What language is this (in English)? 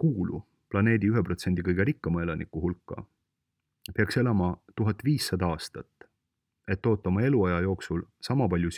Estonian